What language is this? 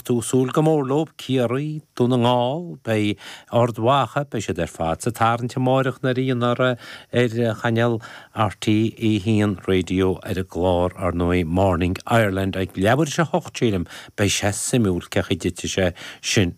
Irish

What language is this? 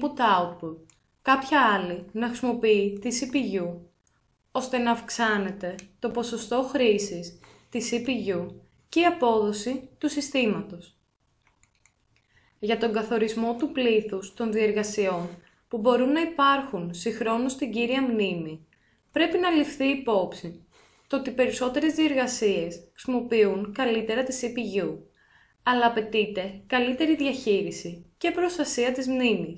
Greek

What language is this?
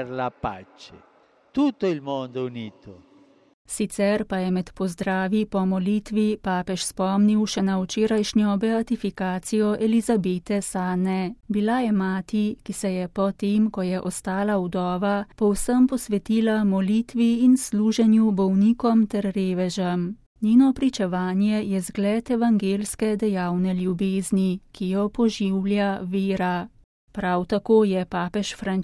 Slovenian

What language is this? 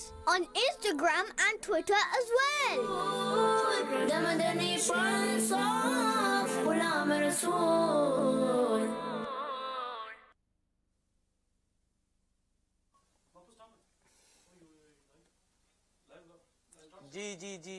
Urdu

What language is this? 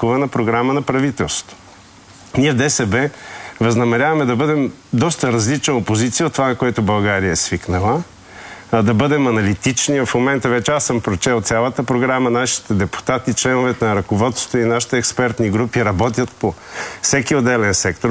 Bulgarian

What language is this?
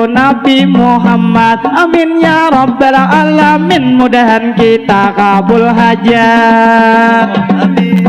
Banjar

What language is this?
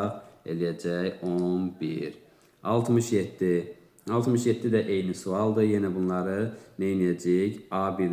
Azerbaijani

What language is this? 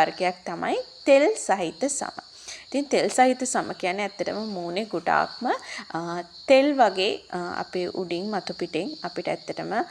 Sinhala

